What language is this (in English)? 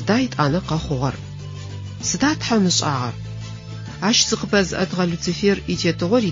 Adyghe